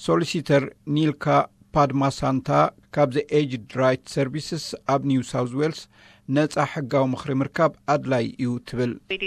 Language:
Tigrinya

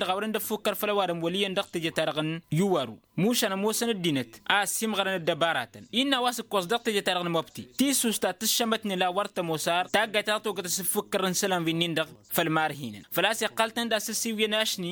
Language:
Tamasheq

